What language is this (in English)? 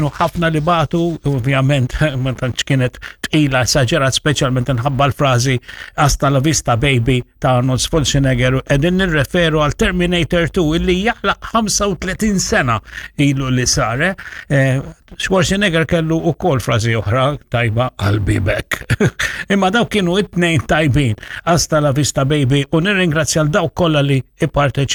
Maltese